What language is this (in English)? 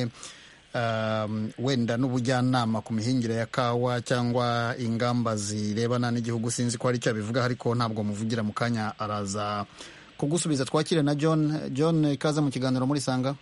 Kinyarwanda